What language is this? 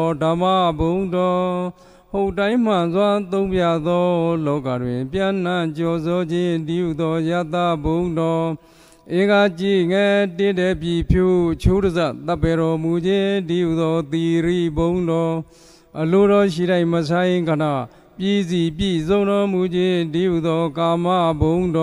Burmese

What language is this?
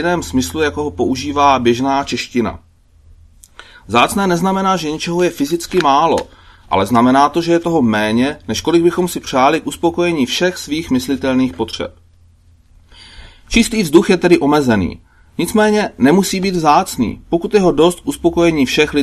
Czech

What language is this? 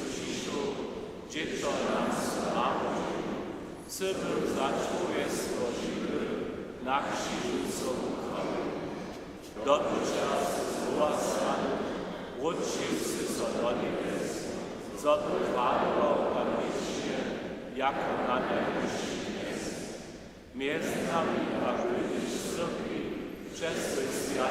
Upper Sorbian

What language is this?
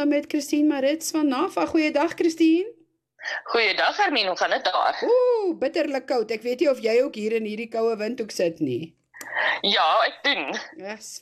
Afrikaans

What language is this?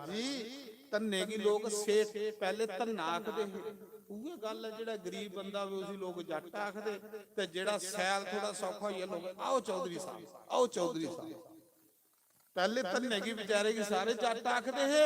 Dogri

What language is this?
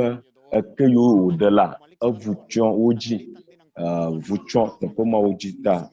Ewe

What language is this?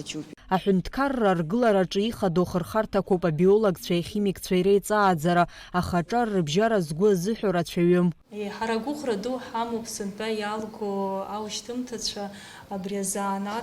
Abkhazian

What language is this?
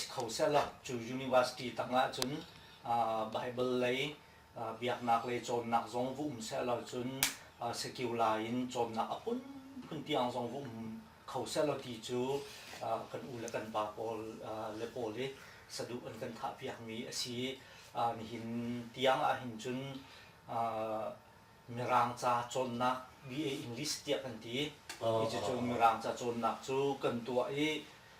Hakha Chin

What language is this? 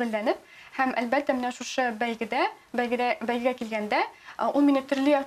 Tatar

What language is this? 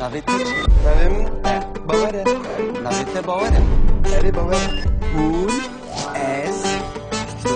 Kurdish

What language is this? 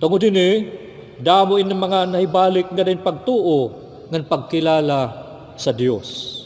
Waray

